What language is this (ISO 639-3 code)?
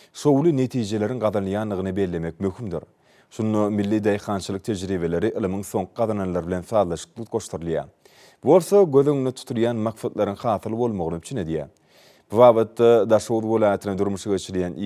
tuk